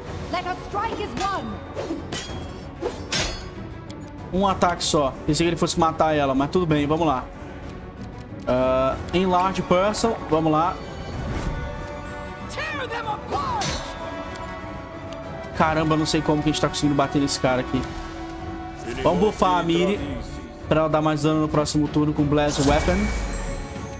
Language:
Portuguese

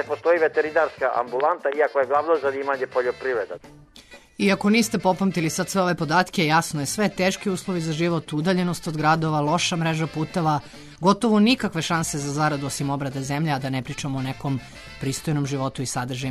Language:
Serbian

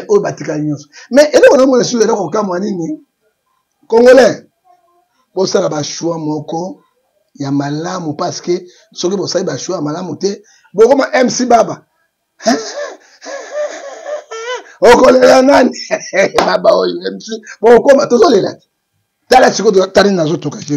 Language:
Lingala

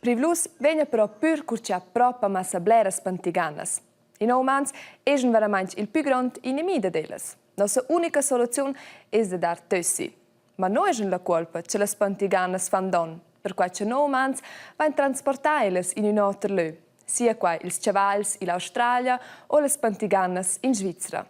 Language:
Romansh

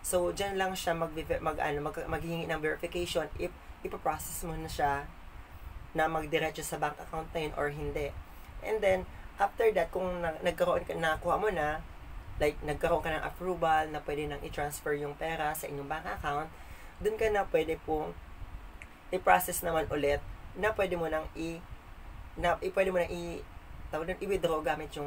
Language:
Filipino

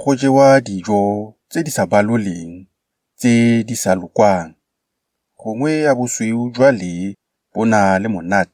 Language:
Tswana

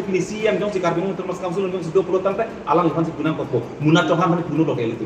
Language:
Karbi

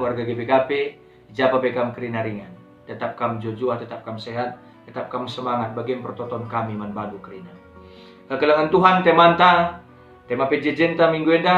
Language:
Batak Karo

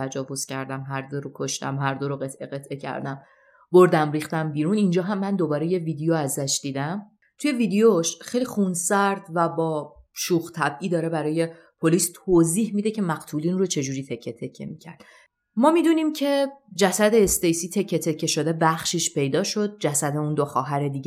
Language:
Persian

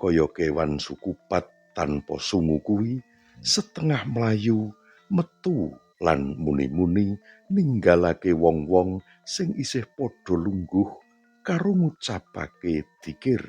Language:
Javanese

